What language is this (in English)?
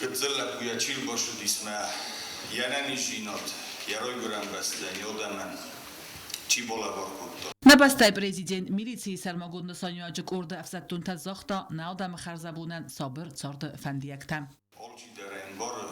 Ossetic